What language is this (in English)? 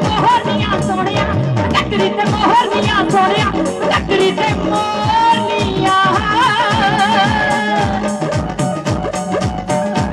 Punjabi